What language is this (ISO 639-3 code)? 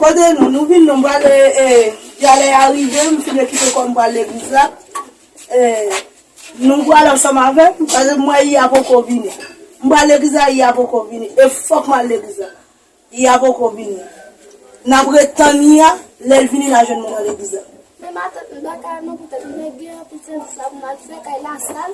hat